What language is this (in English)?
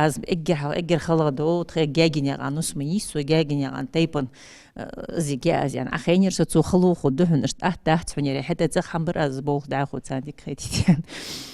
Ingush